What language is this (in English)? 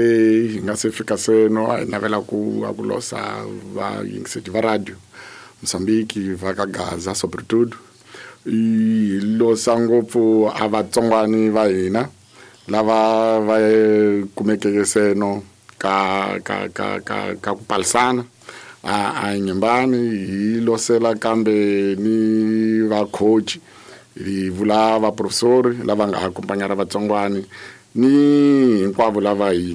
Tsonga